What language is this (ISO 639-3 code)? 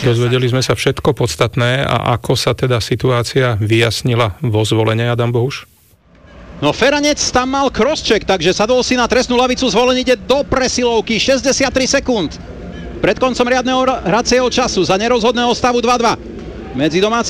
slk